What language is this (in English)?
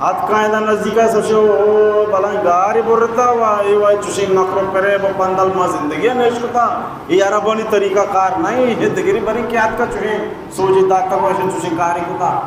Baluchi